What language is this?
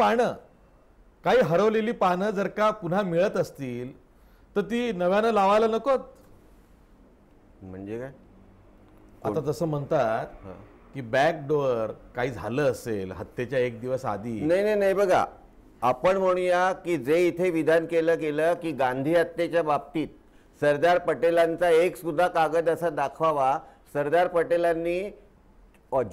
Marathi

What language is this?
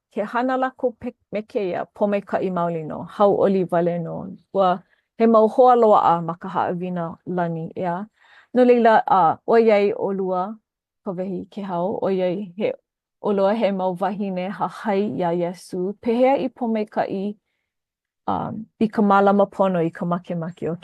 Hawaiian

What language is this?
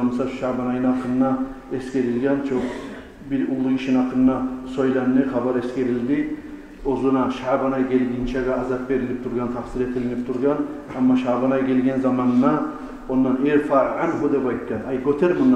Kumyk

